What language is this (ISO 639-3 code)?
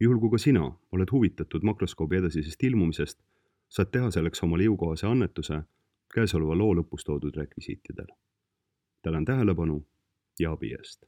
est